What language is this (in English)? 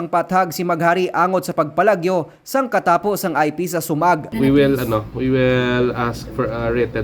Hiligaynon